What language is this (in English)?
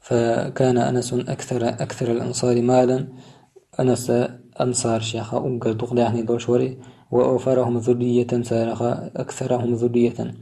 Chechen